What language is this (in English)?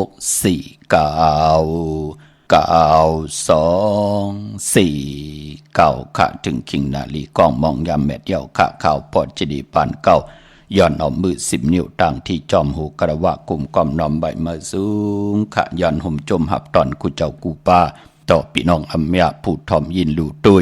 Shan